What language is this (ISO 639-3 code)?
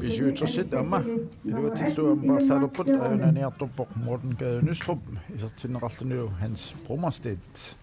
kal